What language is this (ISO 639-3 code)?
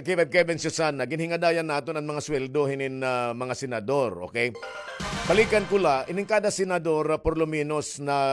war